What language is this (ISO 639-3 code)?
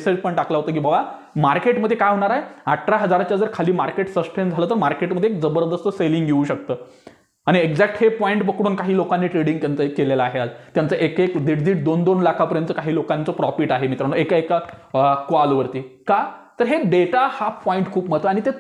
mar